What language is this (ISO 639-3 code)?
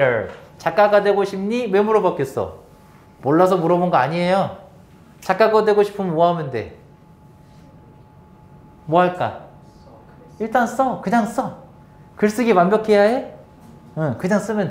kor